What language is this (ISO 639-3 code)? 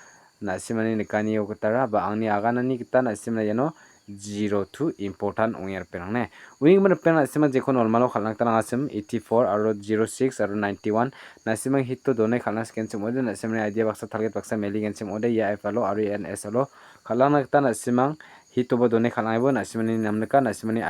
grt